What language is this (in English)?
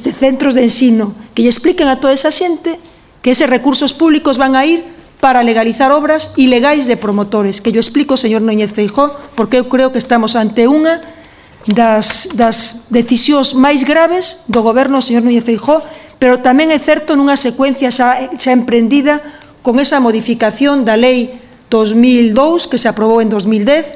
Galician